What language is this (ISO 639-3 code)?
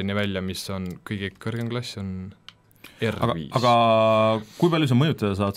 est